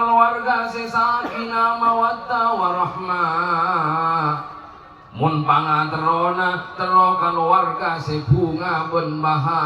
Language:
Madurese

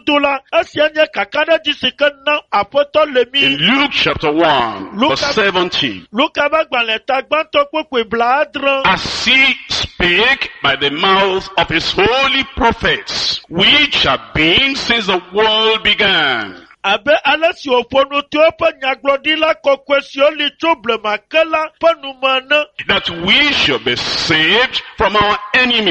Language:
Ewe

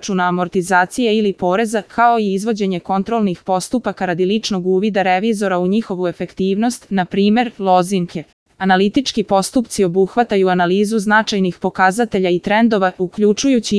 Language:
Serbian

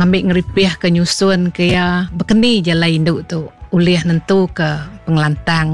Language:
Iban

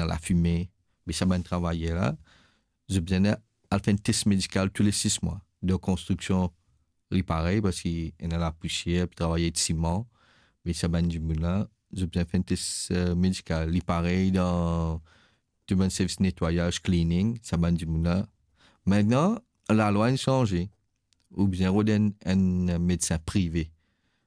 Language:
Morisyen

